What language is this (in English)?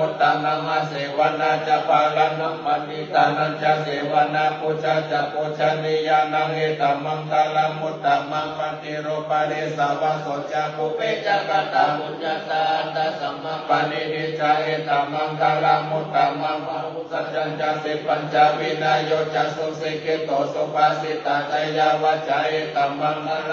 Pali